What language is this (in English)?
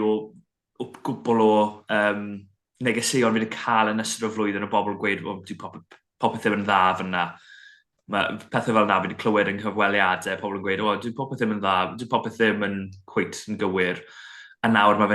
Welsh